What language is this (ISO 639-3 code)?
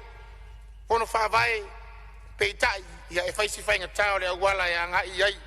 smo